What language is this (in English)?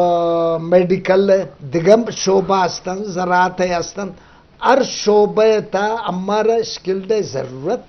Eastern Balochi